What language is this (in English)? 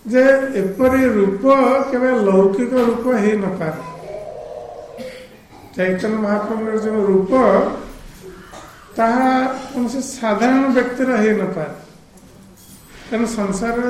Odia